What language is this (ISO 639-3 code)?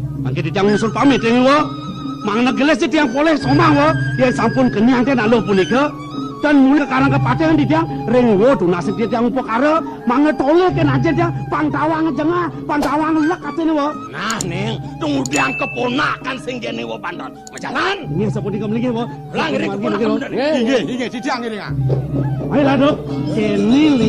ban